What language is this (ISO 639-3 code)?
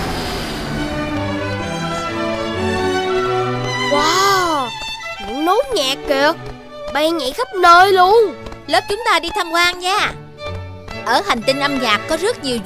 vie